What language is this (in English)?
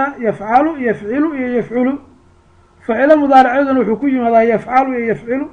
Somali